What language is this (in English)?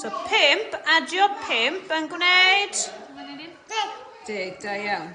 Welsh